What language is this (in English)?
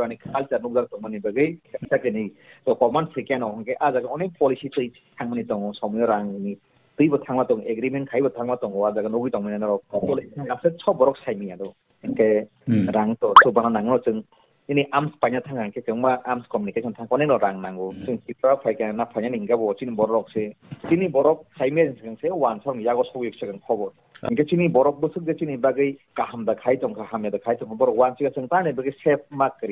Kok Borok